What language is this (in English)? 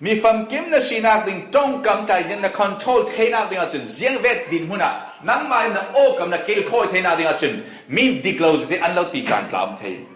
Falam Chin